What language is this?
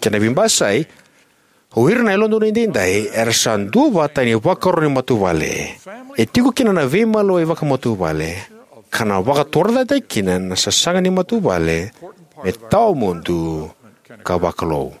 Fijian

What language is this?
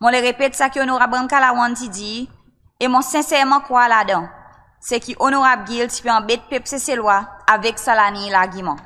Seselwa Creole French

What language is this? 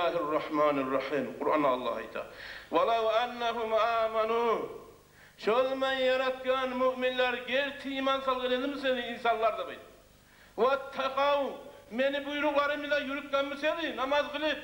Kumyk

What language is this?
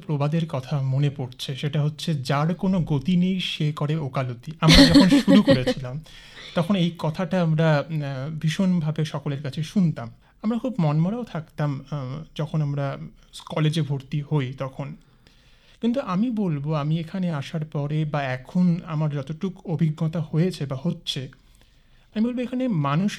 Bangla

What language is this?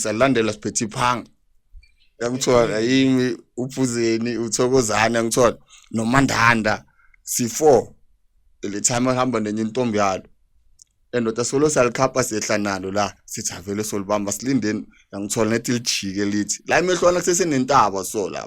Zulu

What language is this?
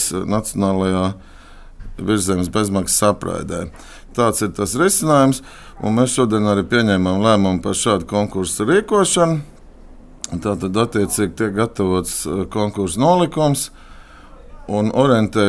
Latvian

